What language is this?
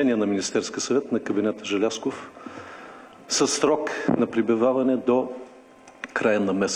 Bulgarian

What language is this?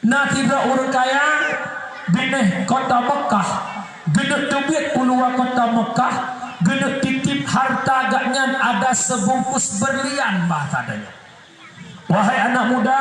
Achinese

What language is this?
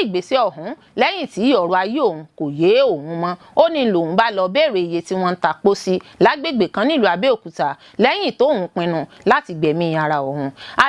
Yoruba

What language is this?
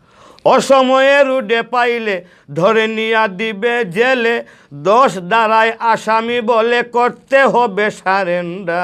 Sylheti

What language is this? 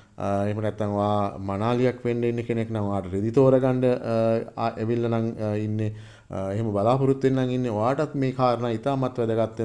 Sinhala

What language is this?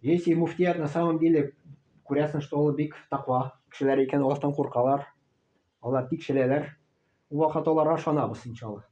Tatar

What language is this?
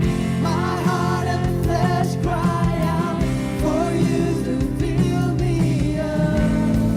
Tangkhul Naga (India)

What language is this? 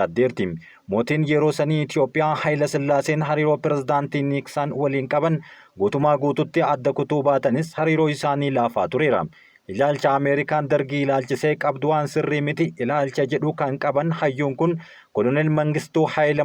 Oromo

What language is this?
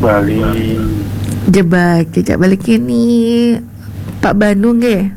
Balinese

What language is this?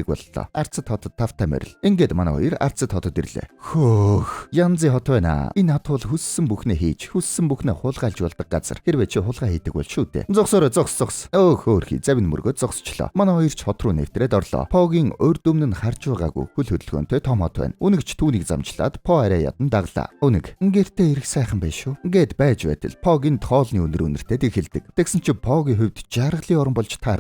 Mongolian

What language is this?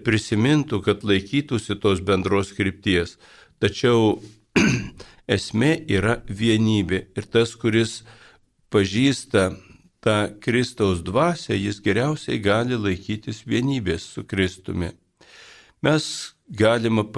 Lithuanian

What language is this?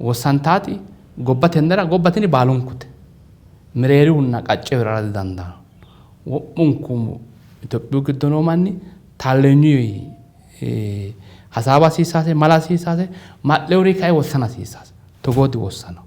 Sidamo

